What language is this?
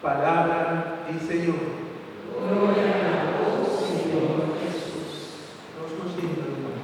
Papiamento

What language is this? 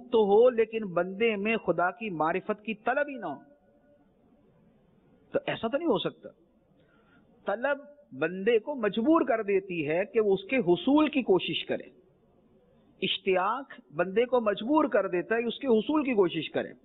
Urdu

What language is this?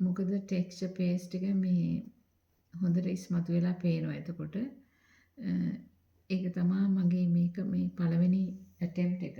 Sinhala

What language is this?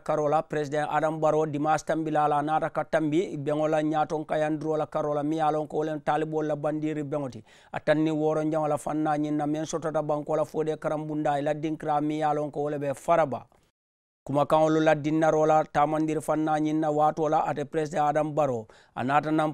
Mandingo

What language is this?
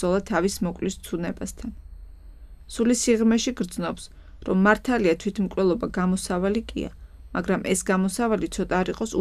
Georgian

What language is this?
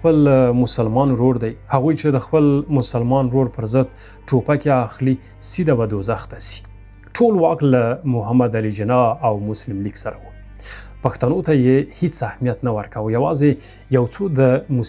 Pashto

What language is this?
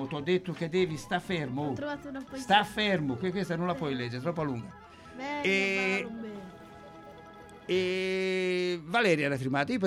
Italian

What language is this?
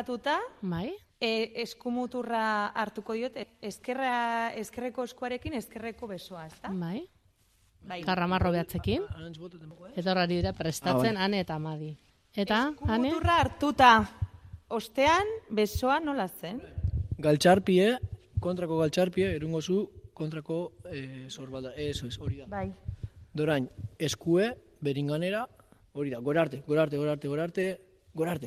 Basque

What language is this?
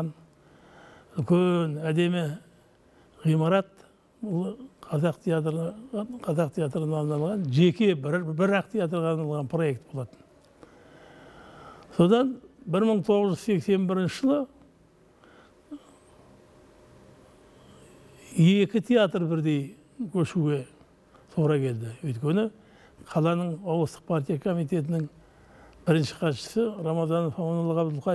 Kazakh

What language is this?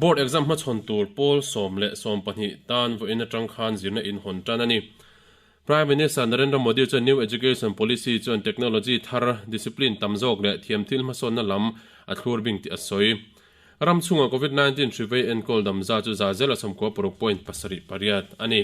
Mizo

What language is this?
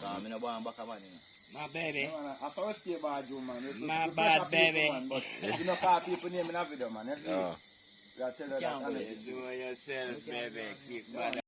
Jamaican Creole English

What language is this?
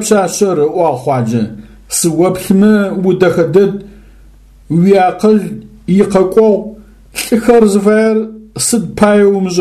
Adyghe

